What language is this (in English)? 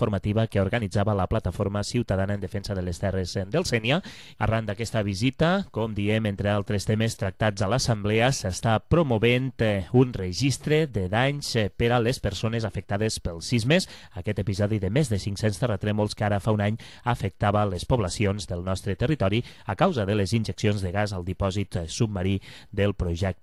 Catalan